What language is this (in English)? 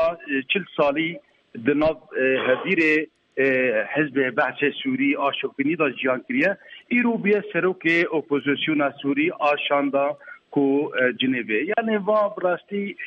Kurdish